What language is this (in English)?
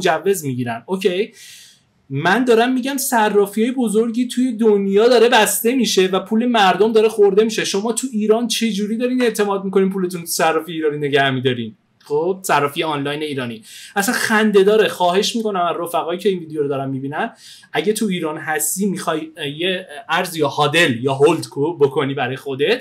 Persian